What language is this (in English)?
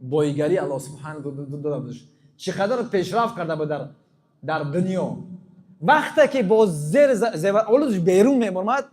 Tajik